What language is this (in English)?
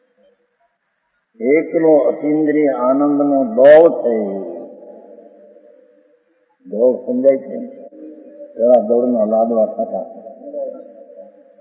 Gujarati